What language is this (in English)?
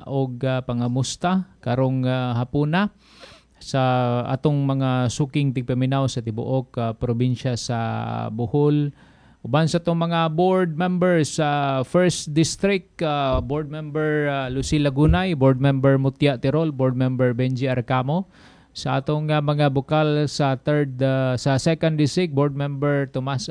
Cebuano